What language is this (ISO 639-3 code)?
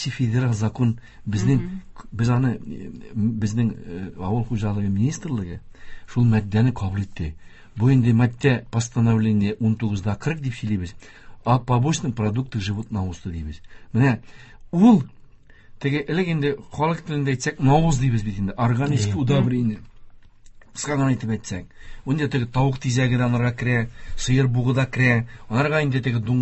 tat